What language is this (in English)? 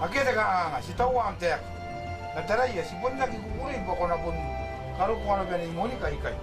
Gilbertese